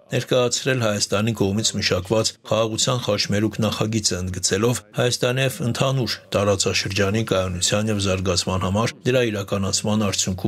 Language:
Armenian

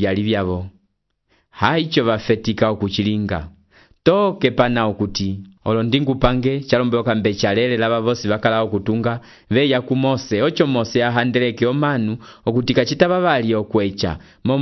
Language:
Umbundu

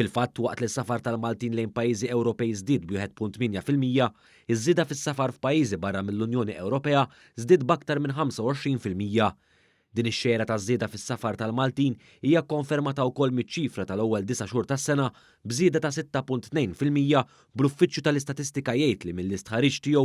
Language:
Maltese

